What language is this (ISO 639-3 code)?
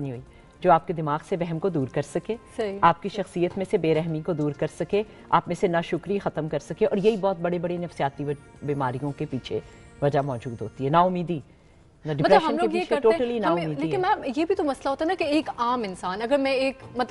urd